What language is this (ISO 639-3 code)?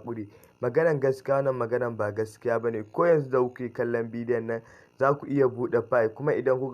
hau